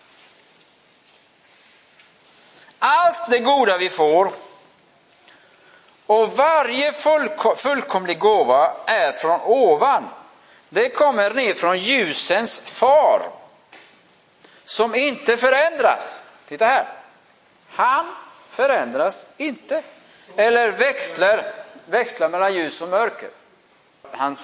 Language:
Swedish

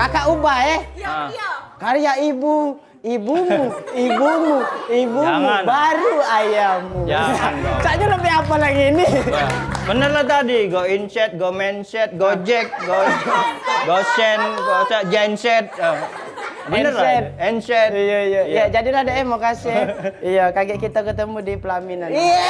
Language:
Musi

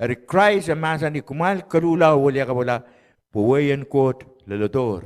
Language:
Pohnpeian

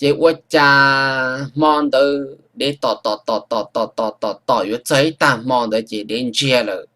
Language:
Hmong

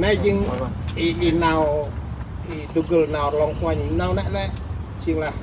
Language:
Central Mnong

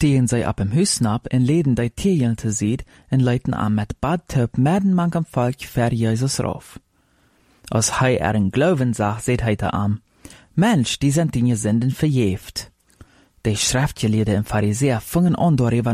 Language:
Plautdietsch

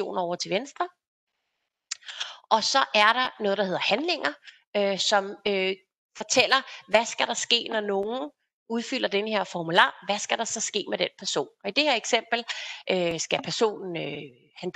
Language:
Danish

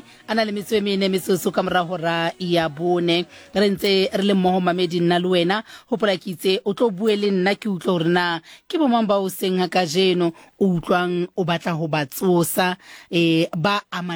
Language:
Southern Sotho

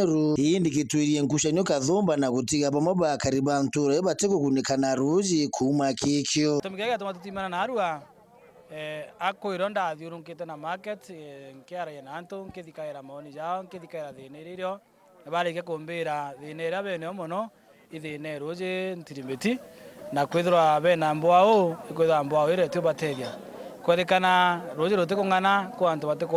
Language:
Meru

